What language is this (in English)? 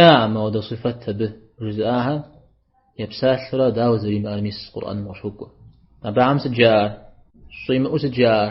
Kabardian